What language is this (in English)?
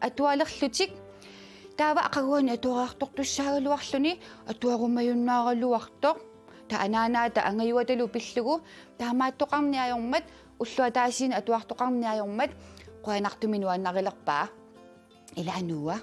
Kalaallisut